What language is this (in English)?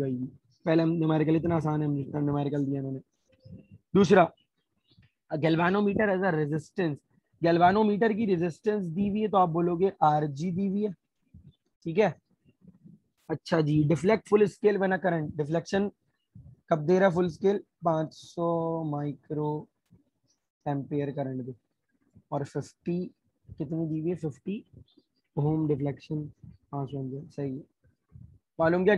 Hindi